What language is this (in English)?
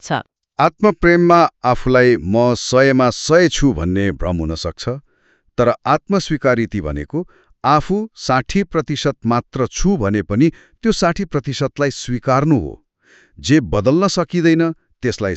Nepali